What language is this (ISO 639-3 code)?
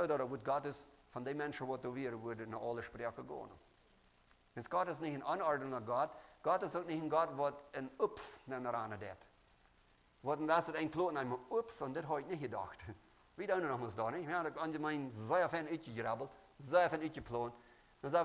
pdt